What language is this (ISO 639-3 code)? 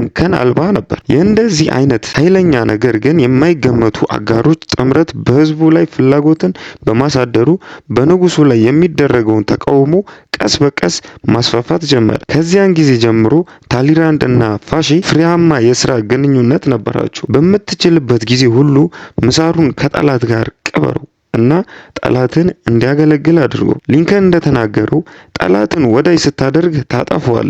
amh